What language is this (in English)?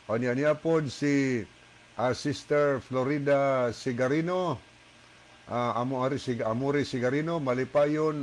Cebuano